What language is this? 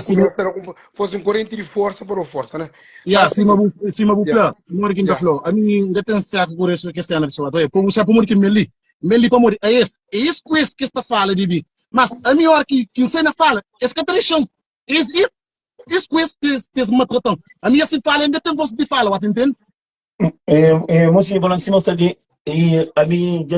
Kabuverdianu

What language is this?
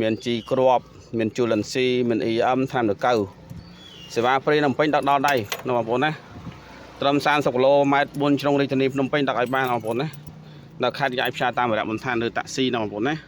Khmer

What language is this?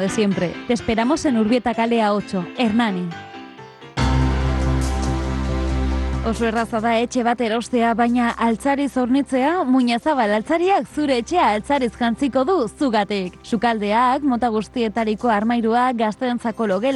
Basque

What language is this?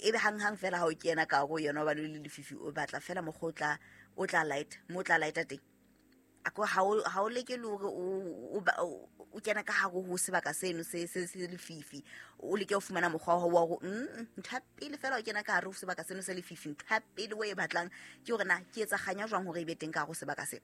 Southern Sotho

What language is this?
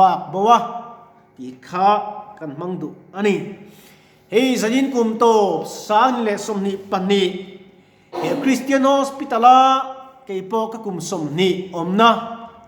Mizo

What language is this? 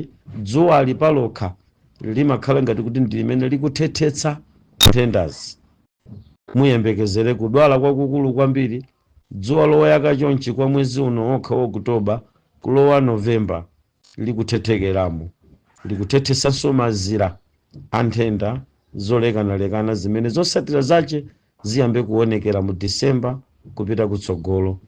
Nyanja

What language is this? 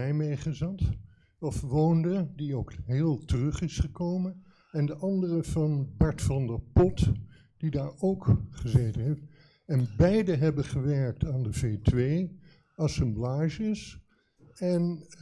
Dutch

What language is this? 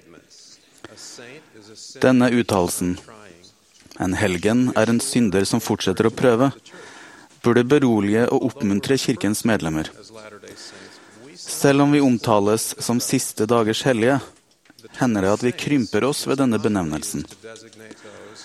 Norwegian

